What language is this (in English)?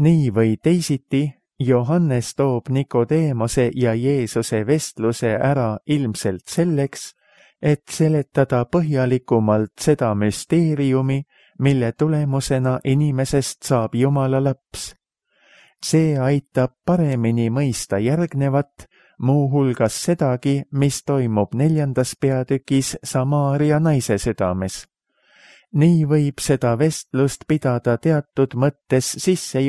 Estonian